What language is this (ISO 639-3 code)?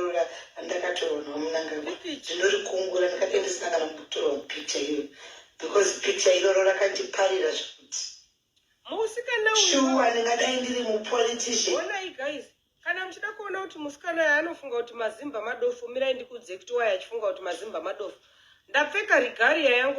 sna